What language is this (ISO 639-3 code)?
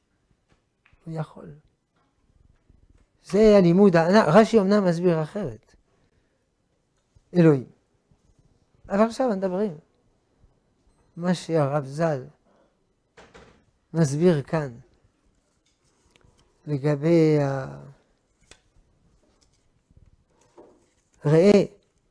heb